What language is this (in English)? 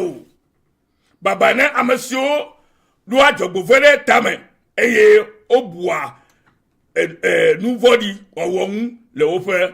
Ewe